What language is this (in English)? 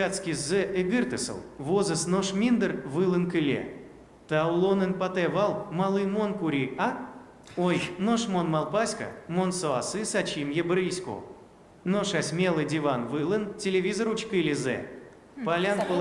Udmurt